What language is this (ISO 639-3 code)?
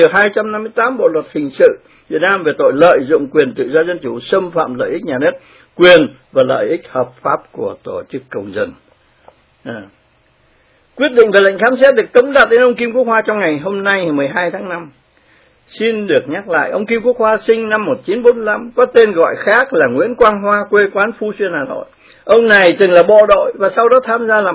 vie